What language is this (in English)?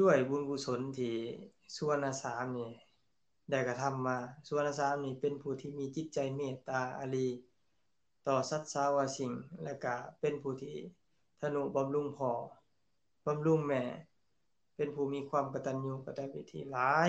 Lao